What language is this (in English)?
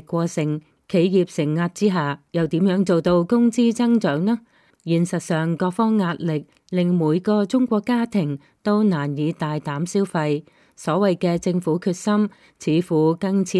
Cantonese